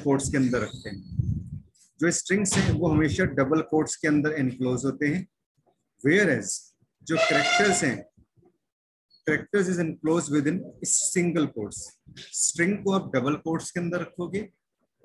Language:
Hindi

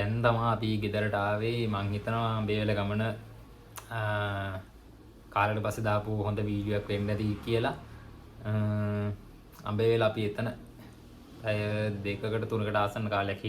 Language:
Sinhala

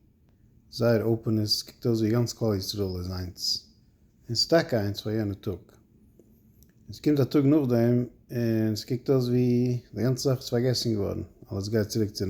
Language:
Yiddish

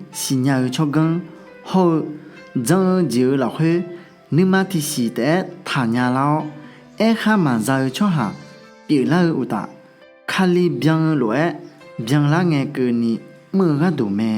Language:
Akha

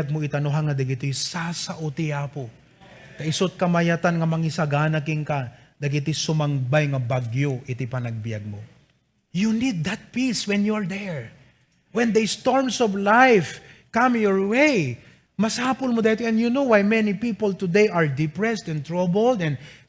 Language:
Iloko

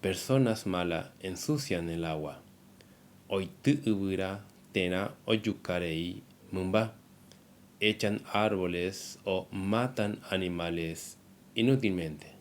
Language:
Guarani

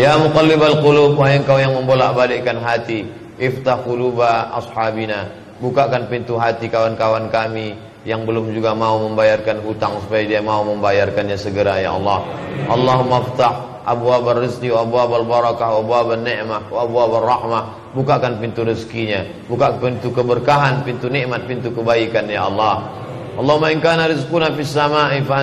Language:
Indonesian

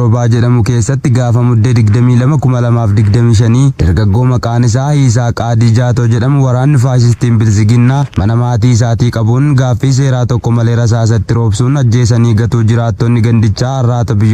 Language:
Oromo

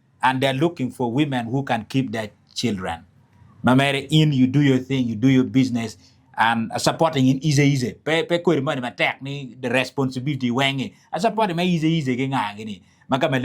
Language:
Acoli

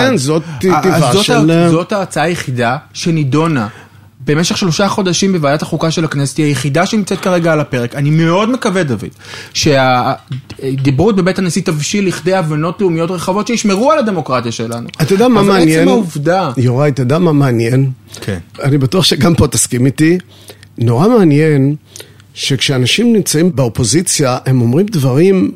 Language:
Hebrew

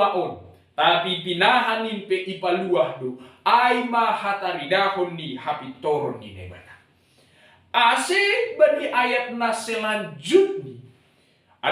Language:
Batak Simalungun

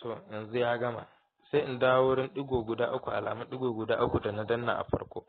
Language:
Hausa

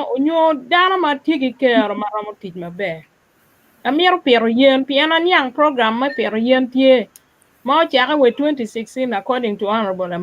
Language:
Acoli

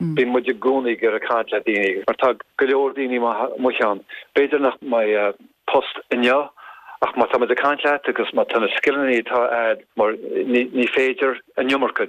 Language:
Irish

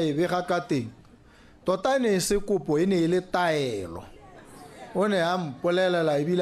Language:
Tswana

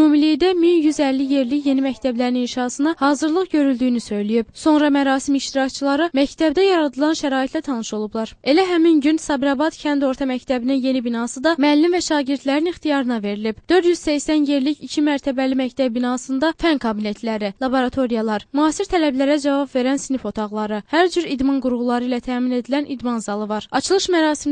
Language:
Azerbaijani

